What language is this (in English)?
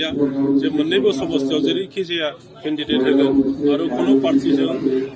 Bodo